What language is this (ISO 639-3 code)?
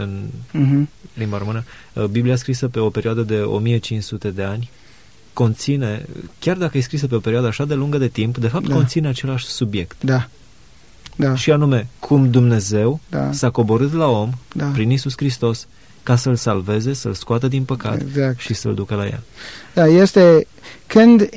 ron